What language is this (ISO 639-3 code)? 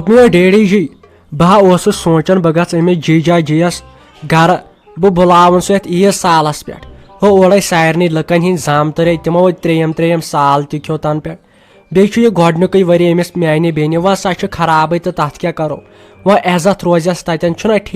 kas